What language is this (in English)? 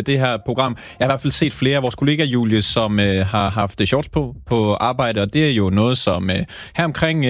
Danish